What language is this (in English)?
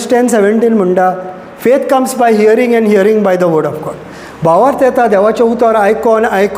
Konkani